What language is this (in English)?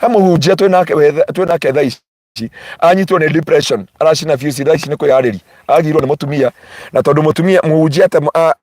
Kikuyu